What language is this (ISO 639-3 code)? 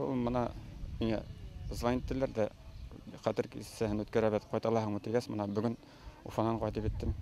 bak